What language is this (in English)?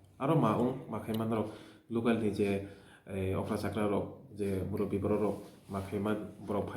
Riang (India)